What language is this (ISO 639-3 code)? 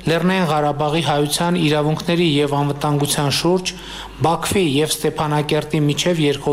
hye